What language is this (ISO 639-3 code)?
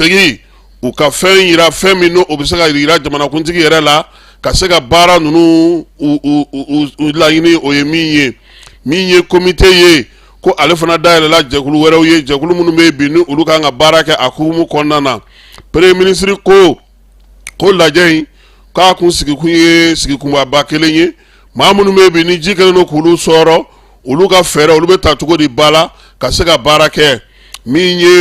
bam